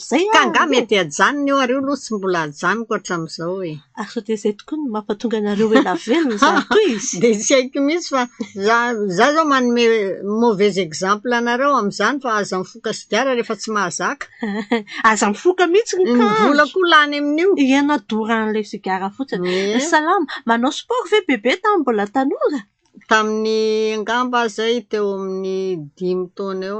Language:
Malagasy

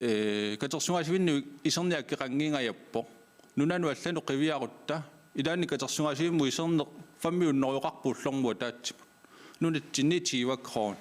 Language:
Kalaallisut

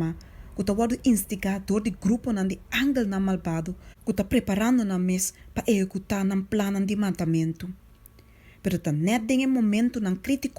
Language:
Papiamento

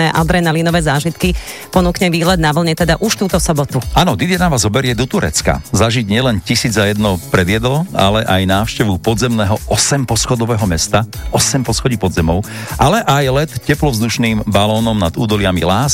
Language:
Slovak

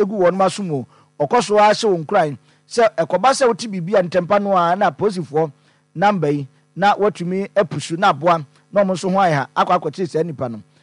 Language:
Akan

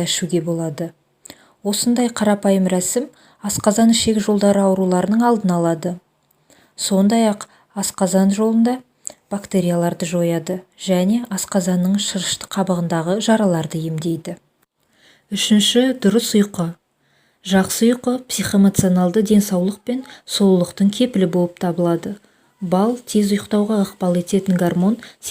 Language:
Kazakh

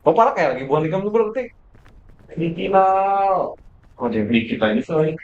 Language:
Banjar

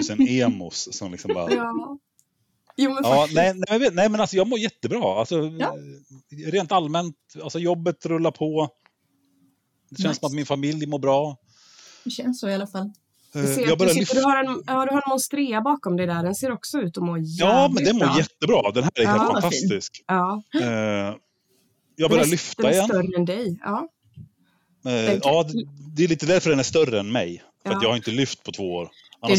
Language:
Swedish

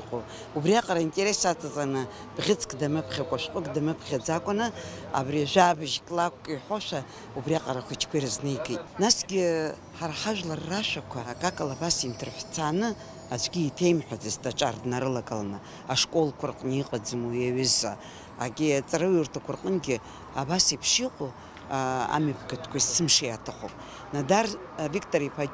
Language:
Abkhazian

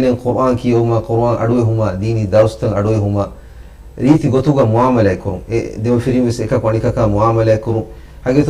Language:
Divehi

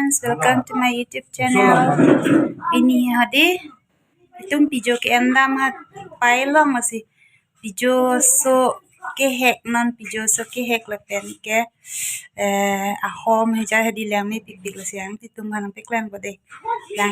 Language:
Karbi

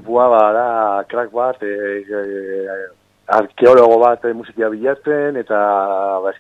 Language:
Basque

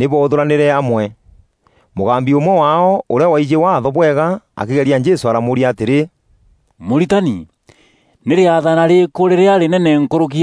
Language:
Meru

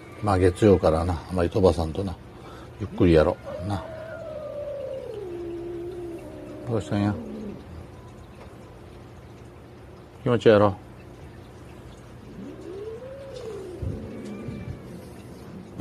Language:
Japanese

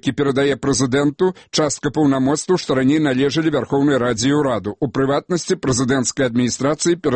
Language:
Belarusian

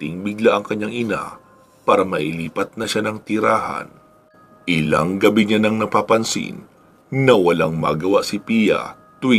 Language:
Filipino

